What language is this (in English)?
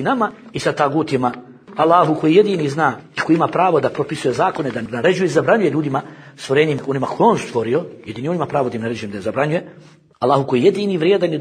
Bosnian